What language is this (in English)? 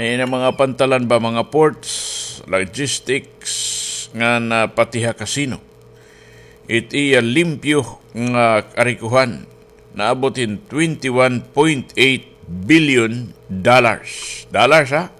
Waray